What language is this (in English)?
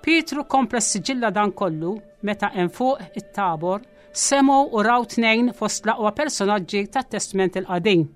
Maltese